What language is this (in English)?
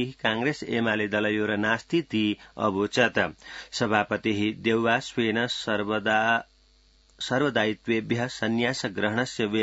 Sanskrit